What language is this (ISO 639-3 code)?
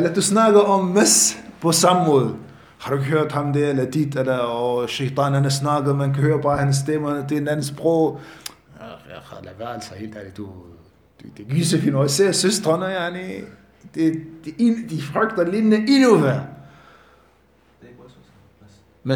dan